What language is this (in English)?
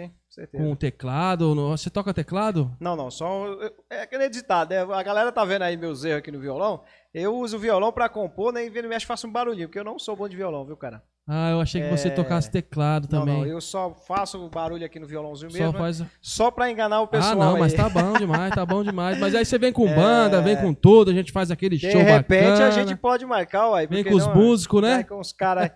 Portuguese